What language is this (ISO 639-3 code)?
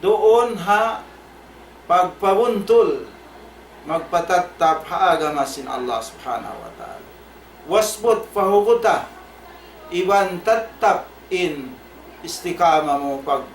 tsg